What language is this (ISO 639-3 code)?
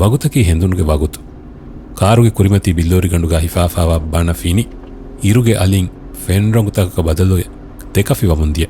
div